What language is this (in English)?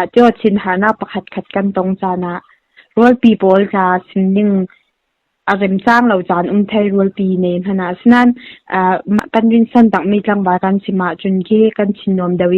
Falam Chin